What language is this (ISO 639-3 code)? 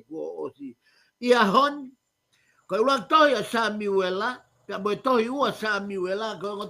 ton